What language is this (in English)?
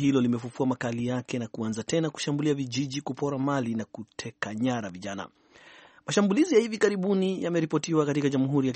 Swahili